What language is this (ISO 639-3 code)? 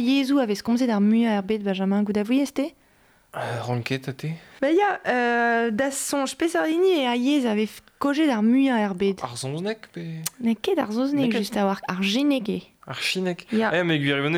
bre